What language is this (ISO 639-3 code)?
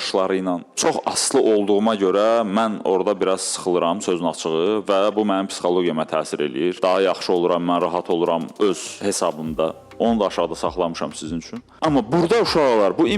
aze